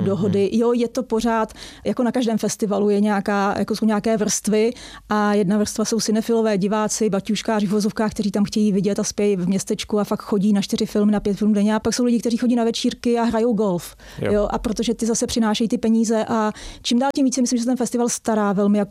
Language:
Czech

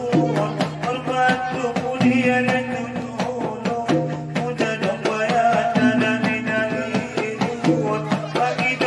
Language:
Batak Angkola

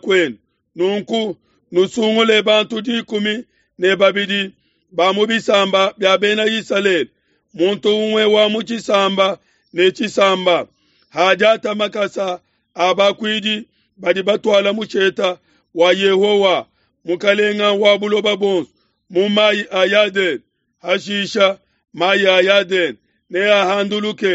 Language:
Luba-Lulua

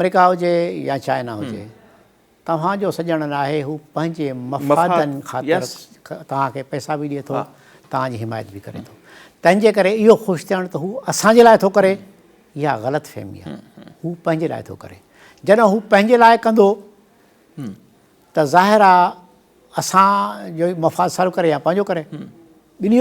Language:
Sindhi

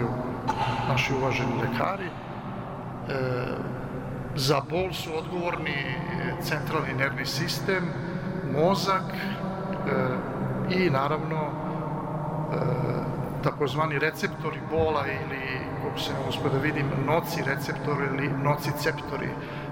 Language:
Serbian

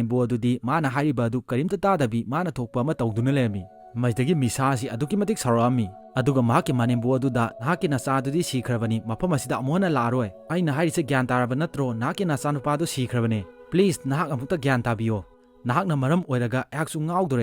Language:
Manipuri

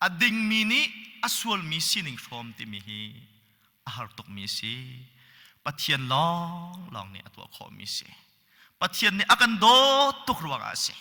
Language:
Hakha Chin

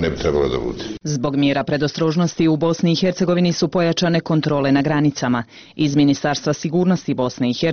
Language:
Bosnian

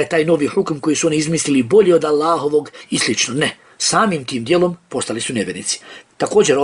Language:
Bosnian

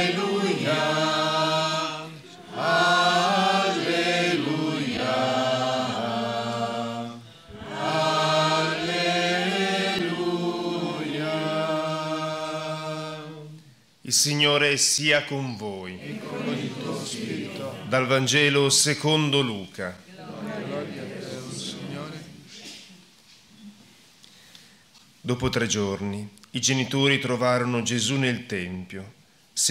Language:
Italian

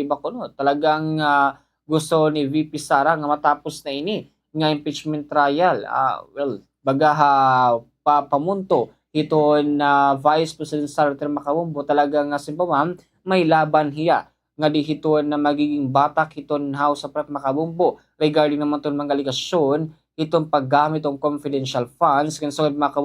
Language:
Waray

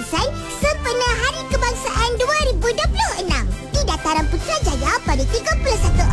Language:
Malay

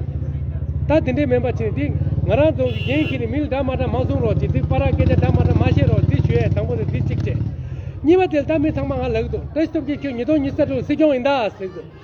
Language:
Tibetan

